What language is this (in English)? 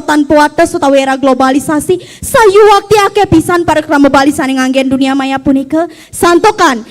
Balinese